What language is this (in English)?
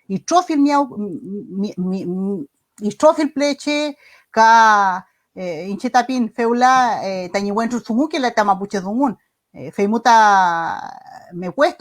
Mapuche